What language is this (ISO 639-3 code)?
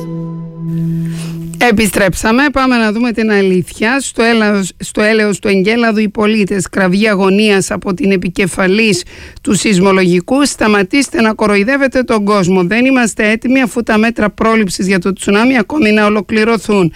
ell